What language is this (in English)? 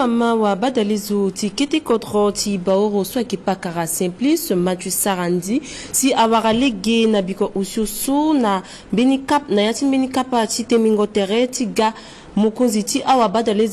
Sango